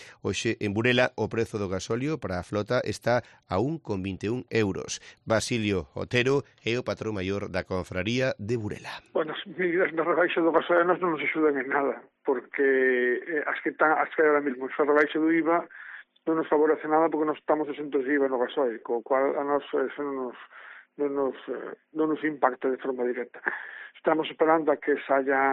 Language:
Galician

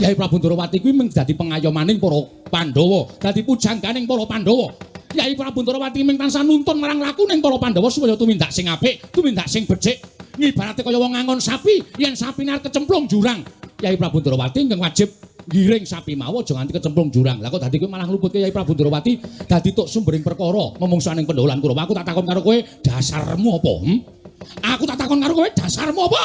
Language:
Javanese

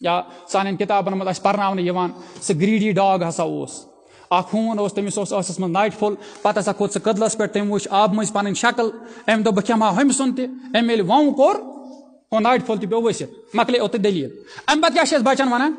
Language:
Kashmiri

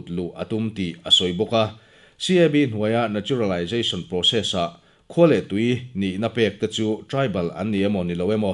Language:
Mizo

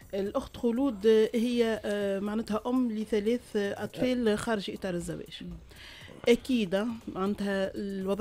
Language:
Tunisian Arabic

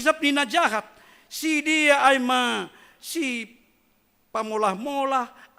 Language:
Batak Simalungun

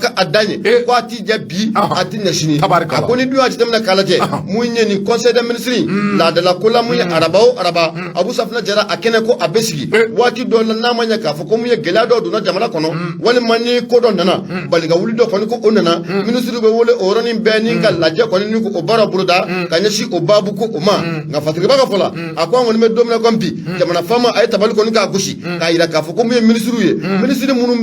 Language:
Bambara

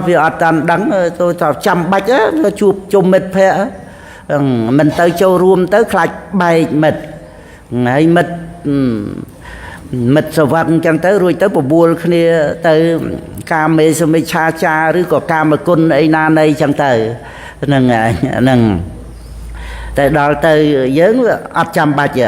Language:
Khmer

